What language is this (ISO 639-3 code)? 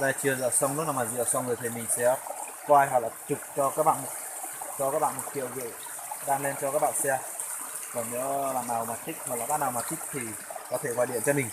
hmn